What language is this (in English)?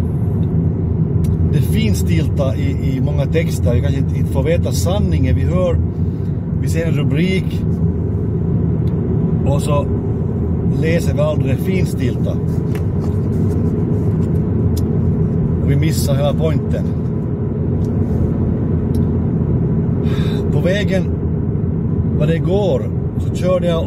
Swedish